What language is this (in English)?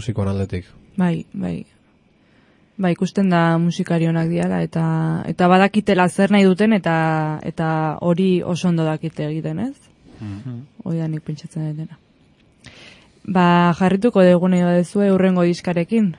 Basque